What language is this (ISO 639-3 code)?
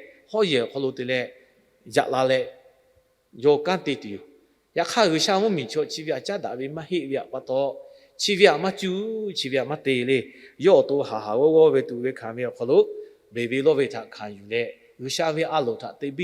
lhu